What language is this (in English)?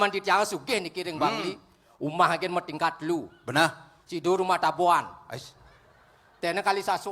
Balinese